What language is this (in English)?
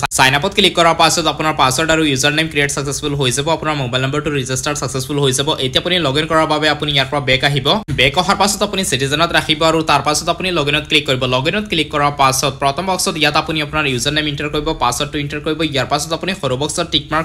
Assamese